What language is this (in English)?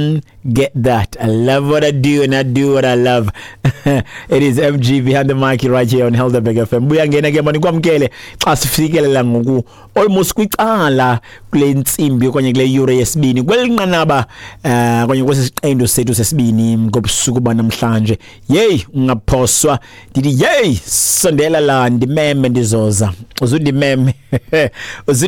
Xhosa